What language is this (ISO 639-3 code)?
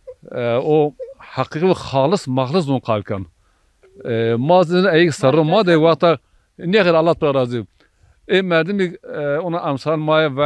zza